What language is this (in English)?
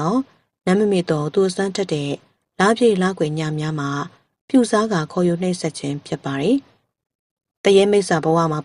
Burmese